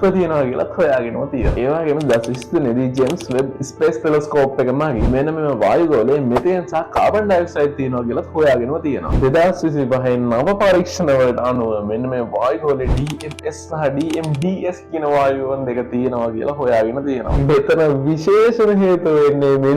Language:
Sinhala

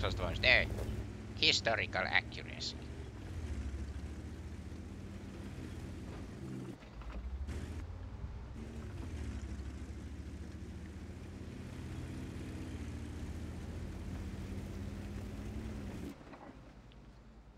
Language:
Finnish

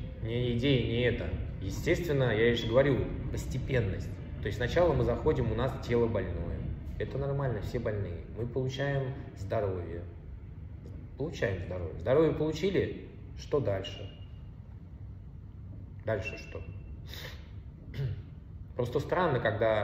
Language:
Russian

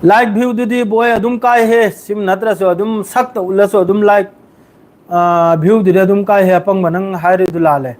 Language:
Manipuri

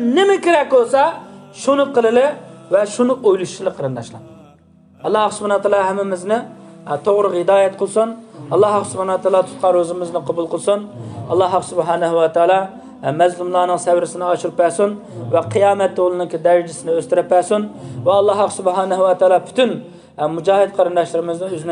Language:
Uyghur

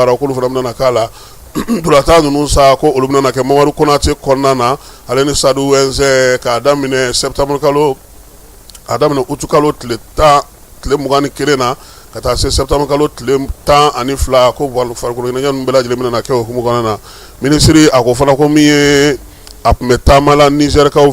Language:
Bambara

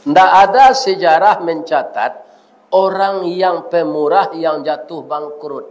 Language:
Minangkabau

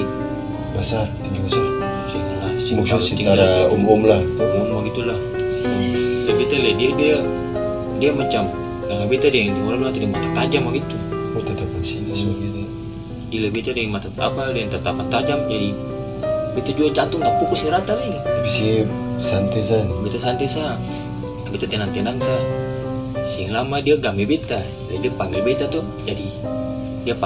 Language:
Ambonese Malay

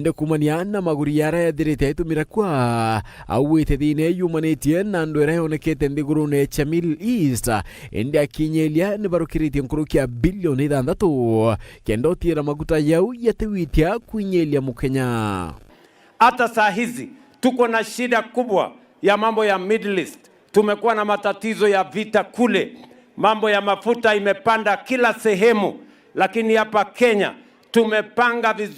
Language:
Meru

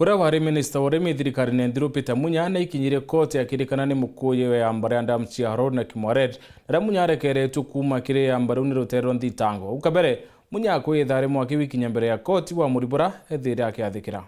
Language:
Meru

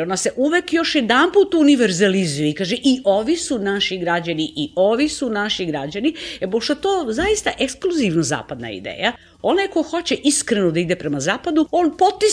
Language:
Serbian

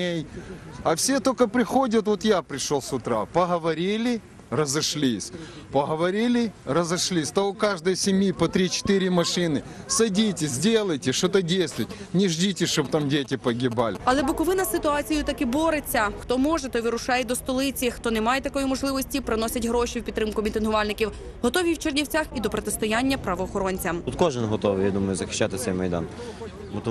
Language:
Ukrainian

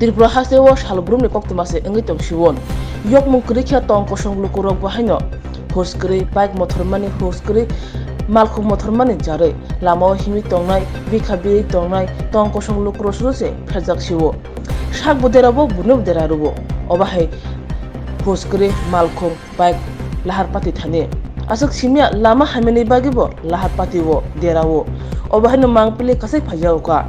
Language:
Kok Borok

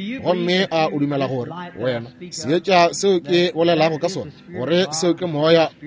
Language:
Northern Sotho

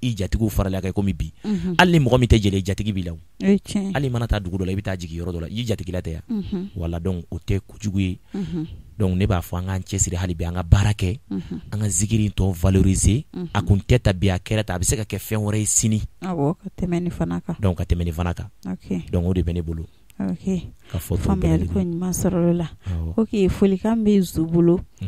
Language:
Bambara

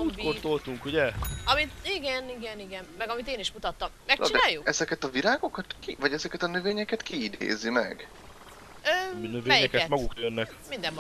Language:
Hungarian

